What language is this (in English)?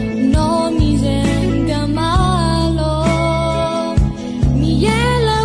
Akha